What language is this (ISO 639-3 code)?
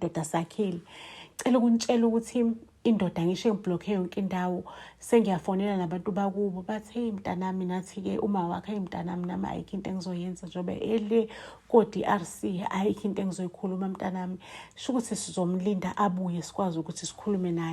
zul